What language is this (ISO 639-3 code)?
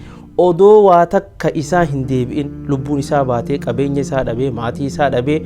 orm